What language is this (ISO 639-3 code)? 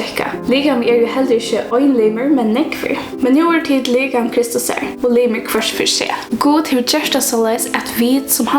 fao